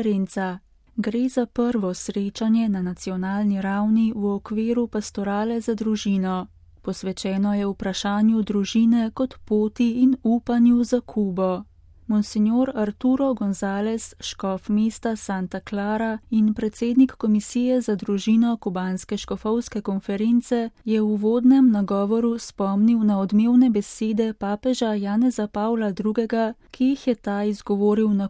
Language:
Slovenian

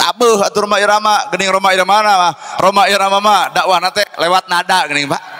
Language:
Sundanese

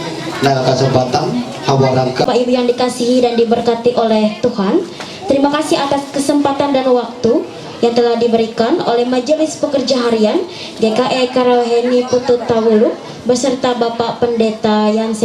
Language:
Ma'anyan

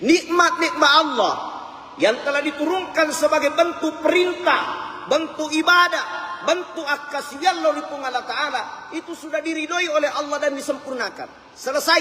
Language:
Buginese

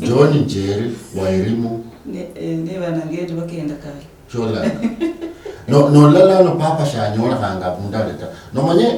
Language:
Luyia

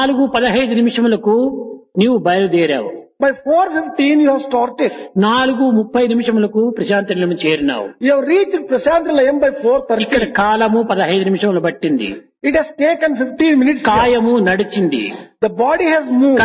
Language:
Telugu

